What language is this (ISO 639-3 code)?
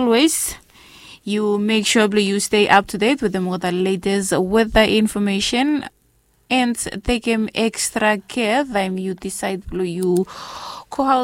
bis